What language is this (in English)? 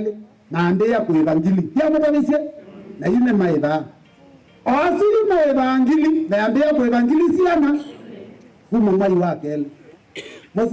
Kamba